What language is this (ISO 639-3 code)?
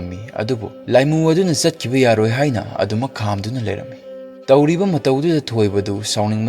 mni